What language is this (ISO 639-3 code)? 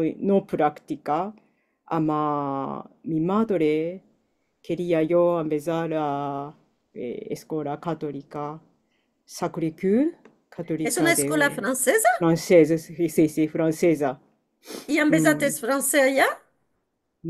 lad